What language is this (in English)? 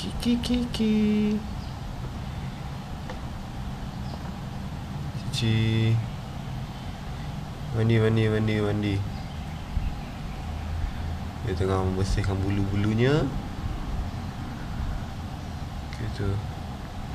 Malay